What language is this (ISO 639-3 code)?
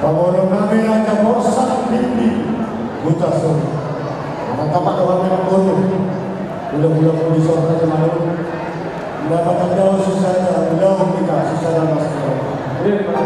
bbc